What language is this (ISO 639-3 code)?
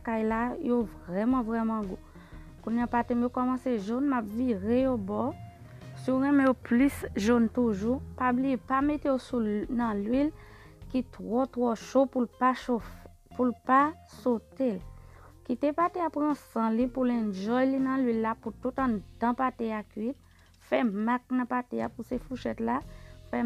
hat